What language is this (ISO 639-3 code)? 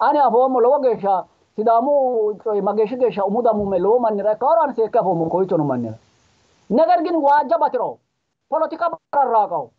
sid